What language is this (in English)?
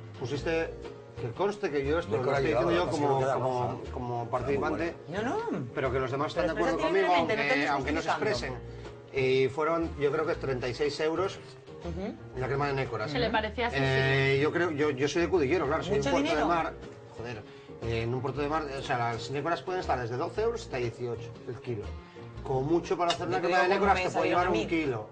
Spanish